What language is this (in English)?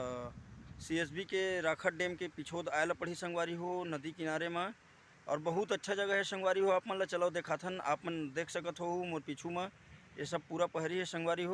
Chhattisgarhi